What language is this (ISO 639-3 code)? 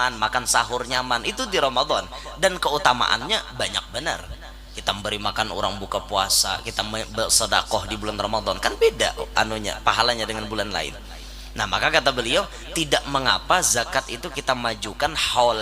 bjn